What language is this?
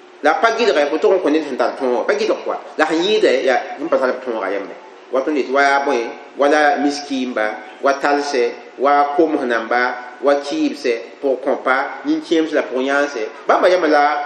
Mossi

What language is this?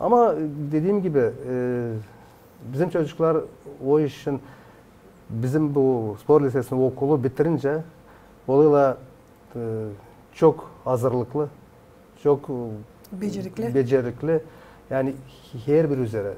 Gagauz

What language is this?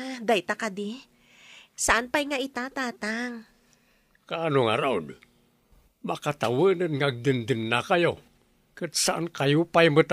Iloko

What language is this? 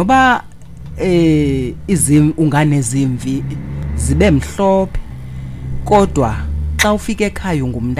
Xhosa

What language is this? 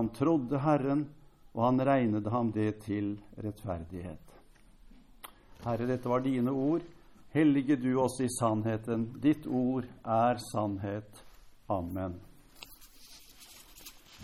Norwegian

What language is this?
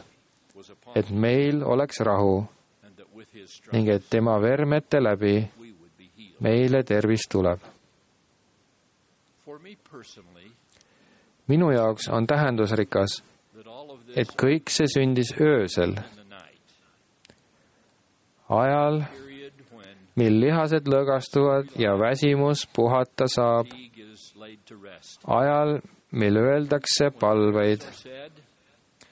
Estonian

